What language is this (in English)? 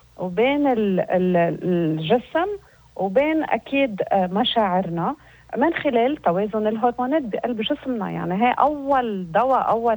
North Levantine Arabic